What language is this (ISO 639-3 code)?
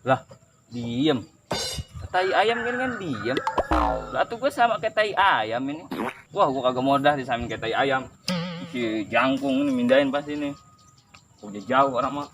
bew